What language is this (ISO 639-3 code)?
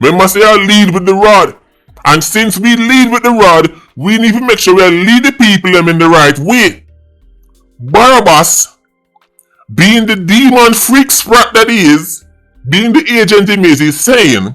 jam